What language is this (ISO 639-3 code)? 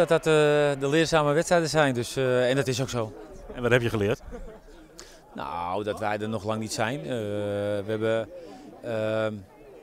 nld